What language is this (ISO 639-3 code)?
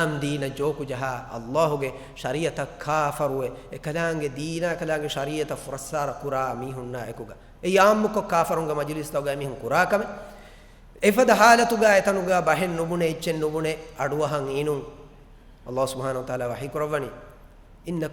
div